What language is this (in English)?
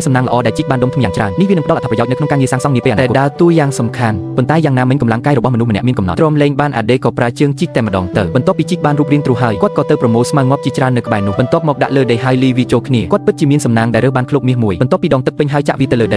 Khmer